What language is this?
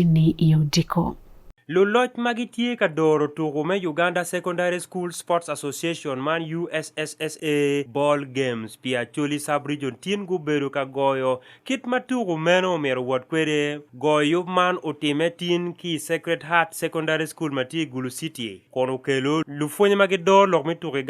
Acoli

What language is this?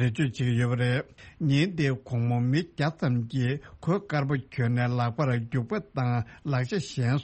Tibetan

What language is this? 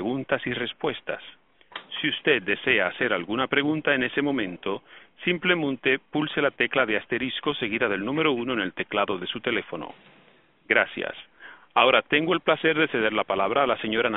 Spanish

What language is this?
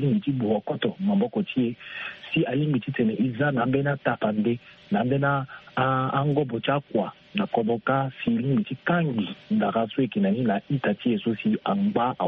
Sango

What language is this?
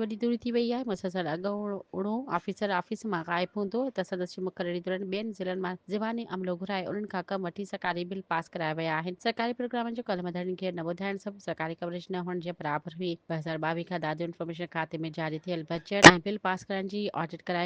Sindhi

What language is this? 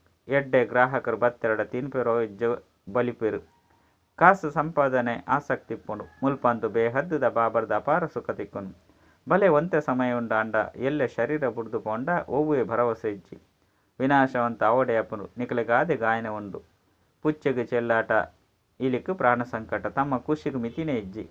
Tulu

